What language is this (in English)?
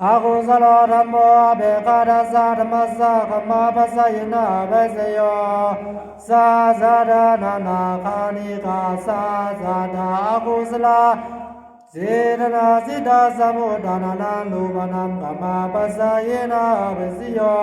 Pali